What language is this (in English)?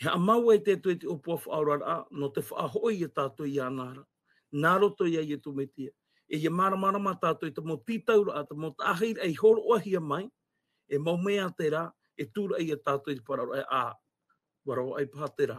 Tahitian